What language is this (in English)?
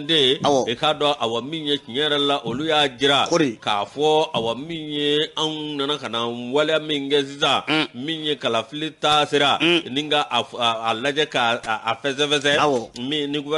Bambara